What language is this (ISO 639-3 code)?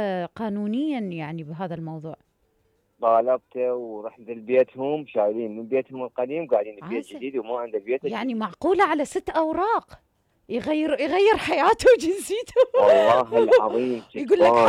acm